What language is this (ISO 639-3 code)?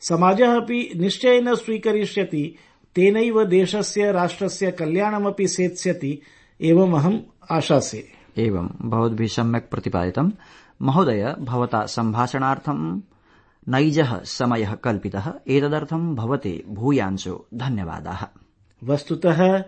san